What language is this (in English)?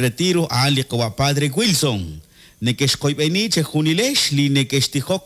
Kekchí